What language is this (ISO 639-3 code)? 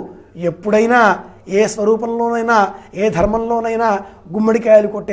tel